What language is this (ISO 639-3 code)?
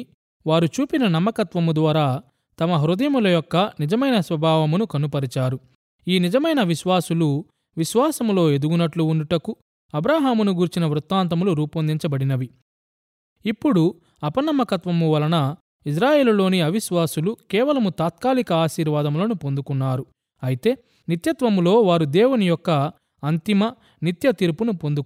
tel